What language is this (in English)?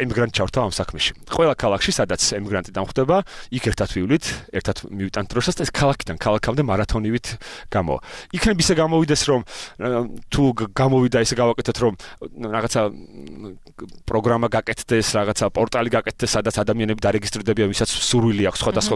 Georgian